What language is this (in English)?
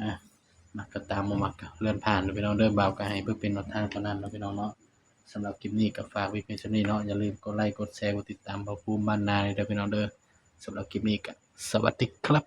Northeastern Thai